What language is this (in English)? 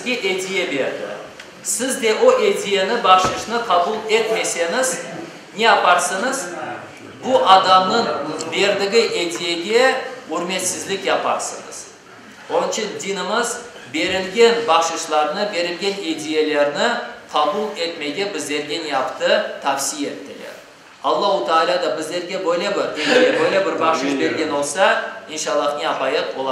Crimean Tatar